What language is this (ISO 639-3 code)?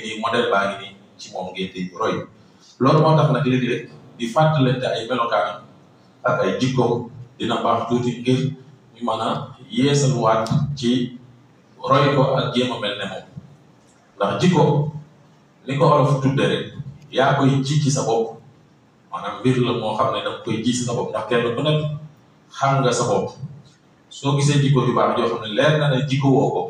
wol